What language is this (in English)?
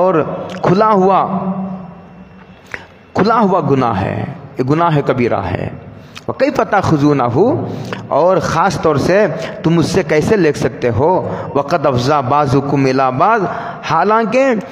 Urdu